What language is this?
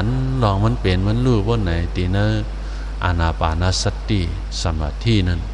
Shan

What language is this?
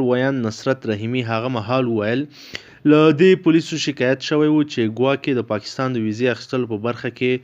Pashto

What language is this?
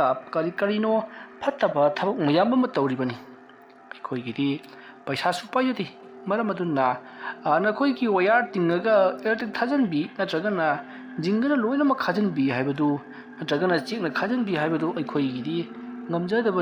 Manipuri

